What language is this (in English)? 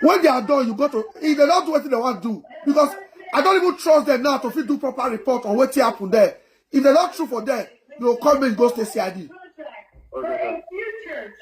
Nigerian Pidgin